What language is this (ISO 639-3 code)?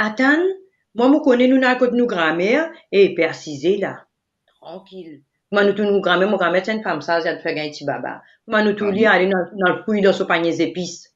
mfe